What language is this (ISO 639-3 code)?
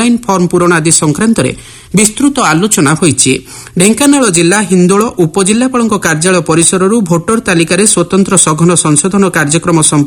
ori